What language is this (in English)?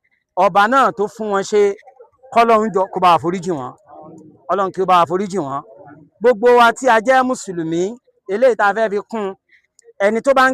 Yoruba